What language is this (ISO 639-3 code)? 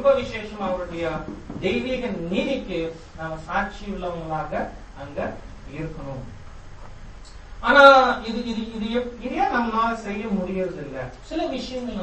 tam